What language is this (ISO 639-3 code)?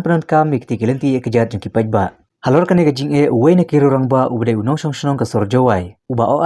kha